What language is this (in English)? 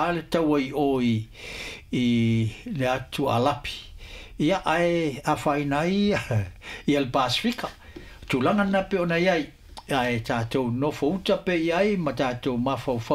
Samoan